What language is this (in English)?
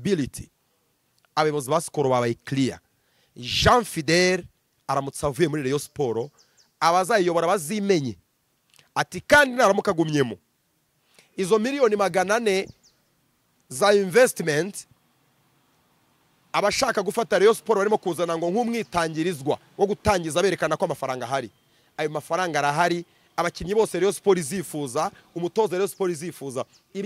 Kinyarwanda